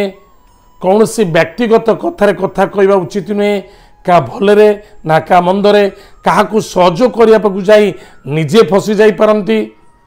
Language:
Odia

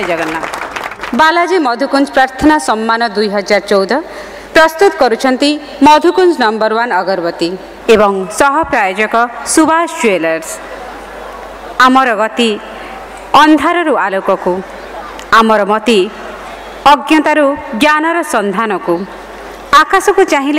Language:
Odia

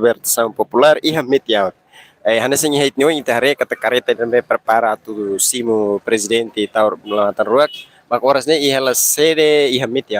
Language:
Tetum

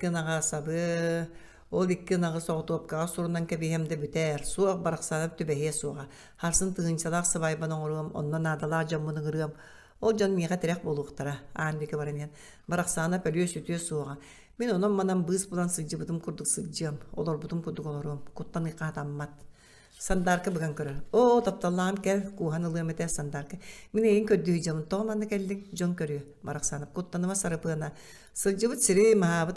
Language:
Yakut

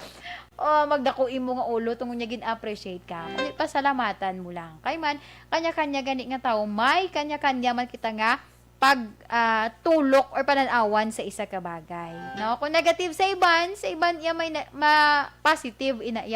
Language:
Hiligaynon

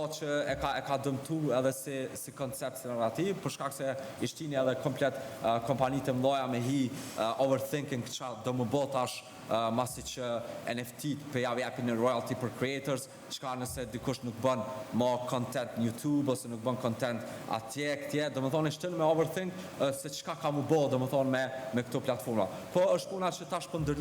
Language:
Albanian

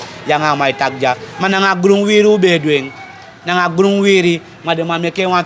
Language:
Sranan Tongo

